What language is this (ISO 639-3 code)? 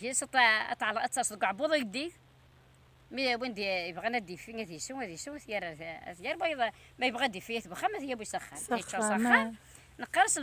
kab